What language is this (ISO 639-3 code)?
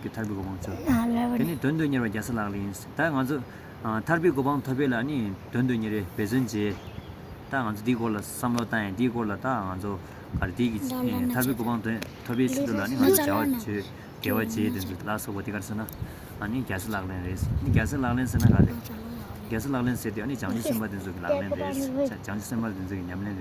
bod